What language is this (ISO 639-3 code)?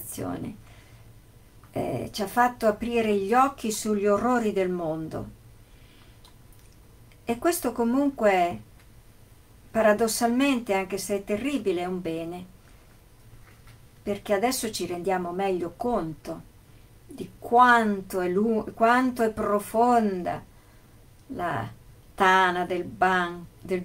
ita